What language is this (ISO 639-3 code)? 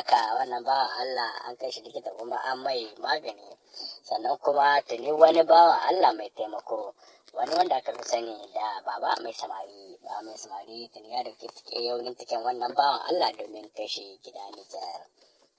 hau